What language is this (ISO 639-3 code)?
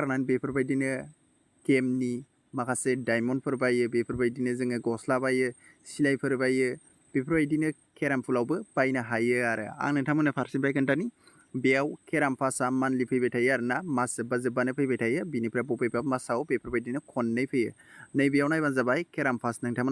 brx